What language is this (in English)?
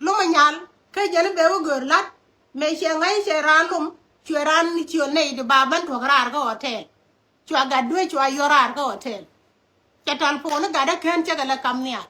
Nuer